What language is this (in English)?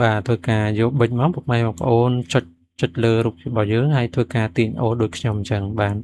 Khmer